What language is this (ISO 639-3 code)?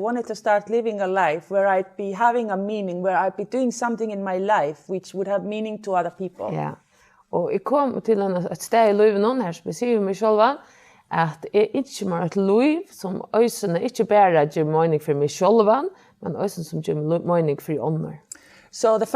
fao